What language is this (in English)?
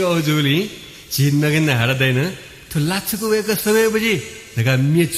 Newari